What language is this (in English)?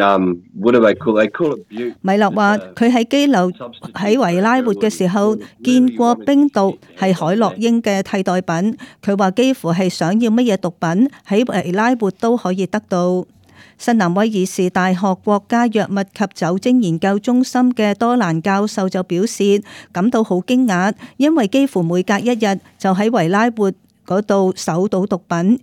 Cantonese